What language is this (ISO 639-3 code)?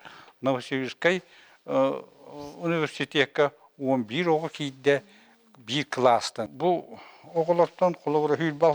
sah